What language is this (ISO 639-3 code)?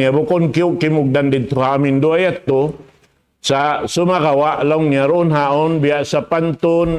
tsg